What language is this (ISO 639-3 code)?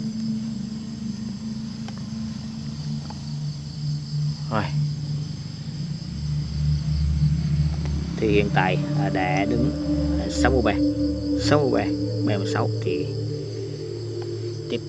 vie